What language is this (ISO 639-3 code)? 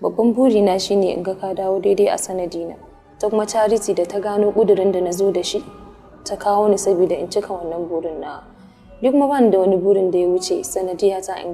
hau